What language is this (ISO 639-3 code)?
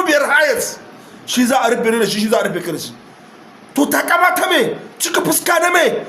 hau